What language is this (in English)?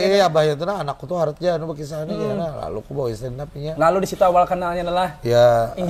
Banjar